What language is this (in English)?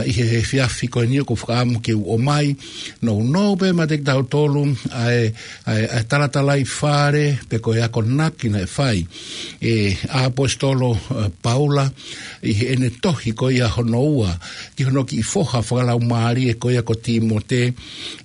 Tongan